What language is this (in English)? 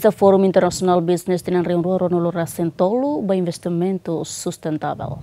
Tetum